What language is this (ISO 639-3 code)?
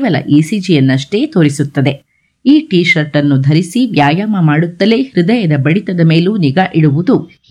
kan